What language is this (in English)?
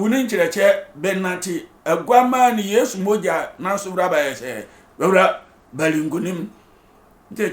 Sehwi